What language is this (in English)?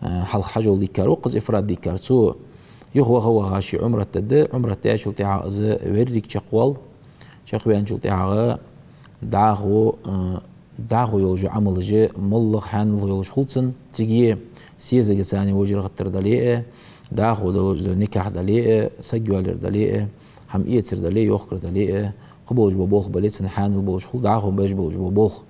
Ingush